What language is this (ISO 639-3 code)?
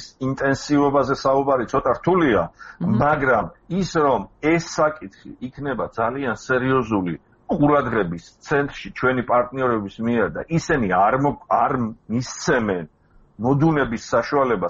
kat